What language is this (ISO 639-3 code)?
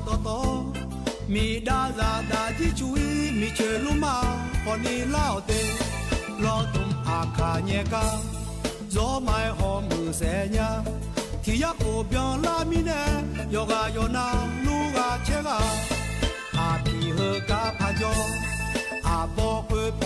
ahk